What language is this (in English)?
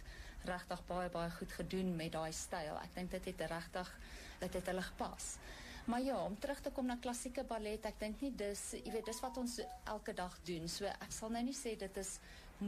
Afrikaans